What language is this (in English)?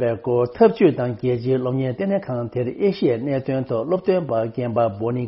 Tibetan